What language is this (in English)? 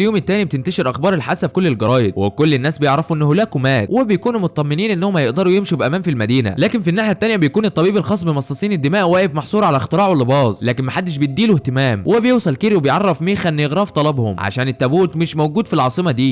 Egyptian Arabic